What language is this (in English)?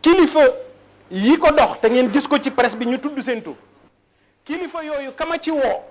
Wolof